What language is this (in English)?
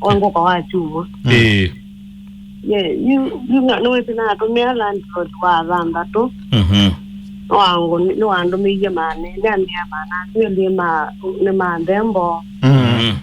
Kamba